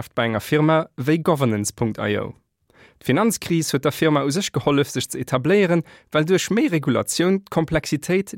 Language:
Luxembourgish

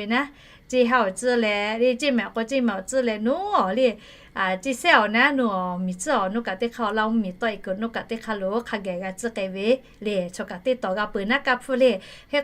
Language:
Lahu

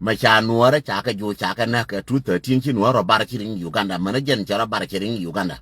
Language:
Nuer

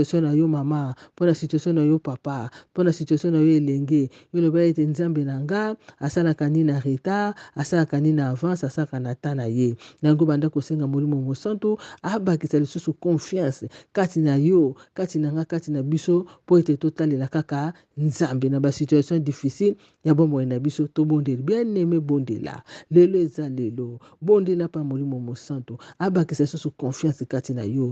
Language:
Lingala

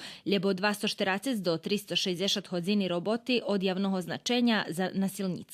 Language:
Rusyn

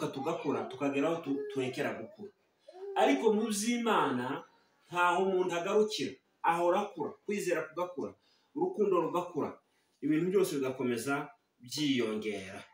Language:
Kinyarwanda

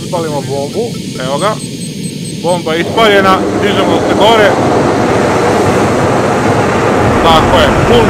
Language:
Serbian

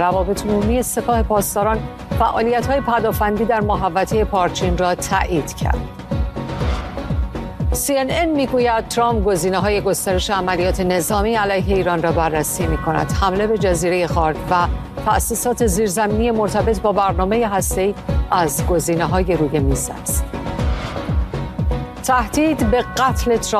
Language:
Persian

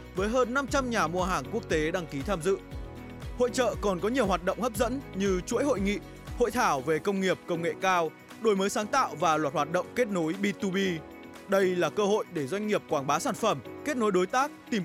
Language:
Vietnamese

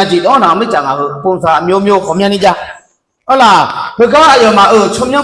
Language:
Akha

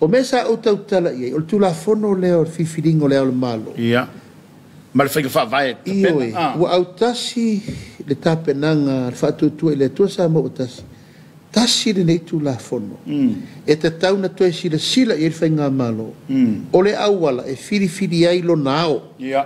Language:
Samoan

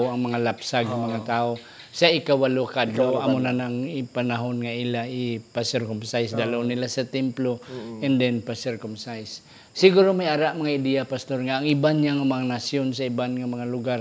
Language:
Hiligaynon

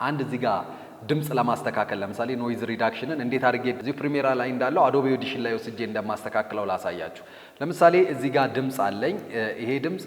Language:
Amharic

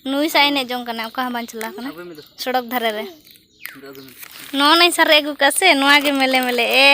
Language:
Santali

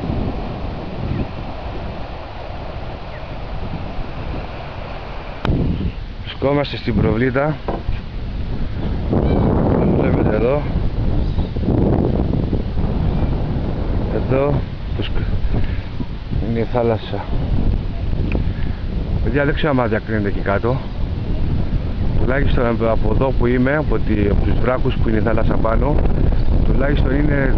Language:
Greek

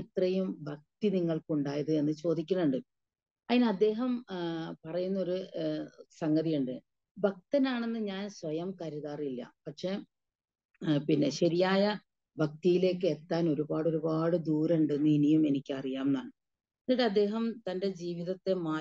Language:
Malayalam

